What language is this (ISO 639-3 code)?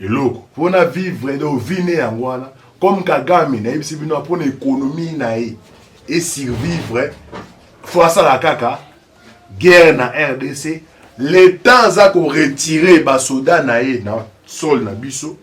lin